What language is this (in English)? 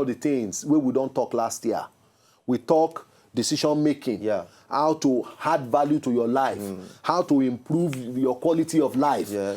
Nigerian Pidgin